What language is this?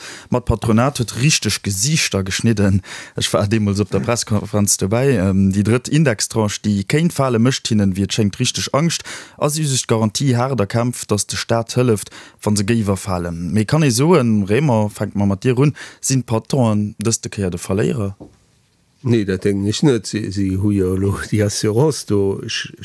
Luxembourgish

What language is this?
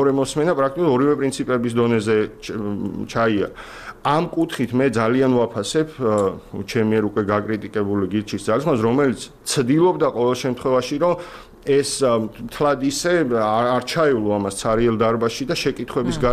Georgian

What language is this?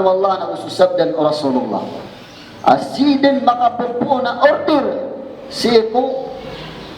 Maranao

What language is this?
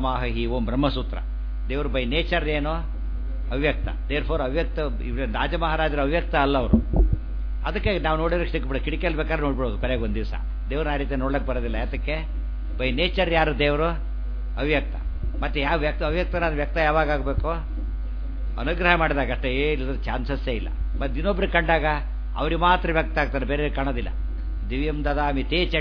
Kannada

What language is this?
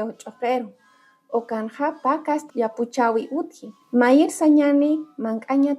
Aymara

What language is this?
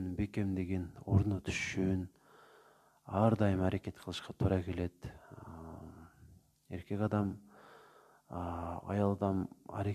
Kyrgyz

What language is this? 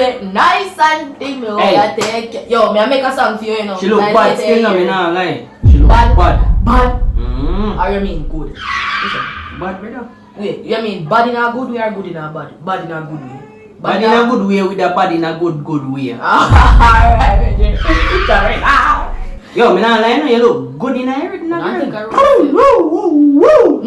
Jamaican Creole English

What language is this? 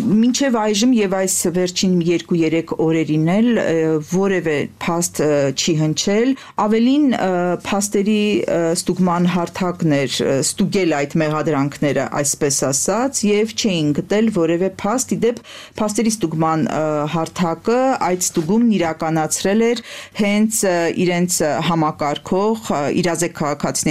Armenian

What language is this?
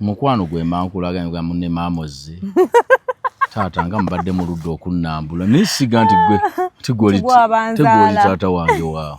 Ganda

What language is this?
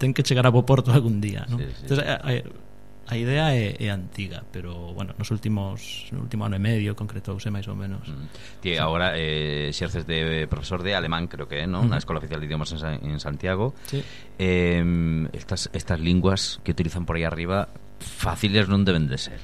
Galician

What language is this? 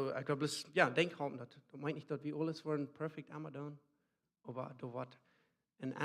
Plautdietsch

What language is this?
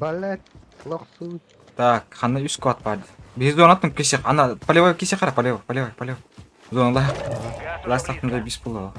Yakut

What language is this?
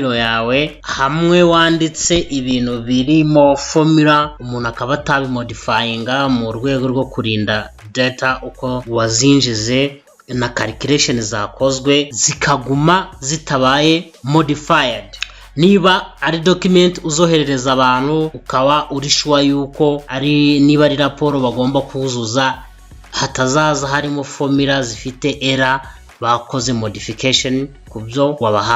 Kinyarwanda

